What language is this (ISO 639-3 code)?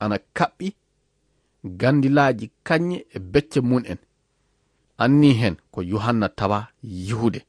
ful